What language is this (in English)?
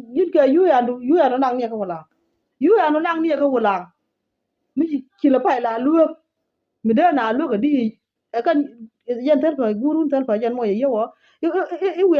Nuer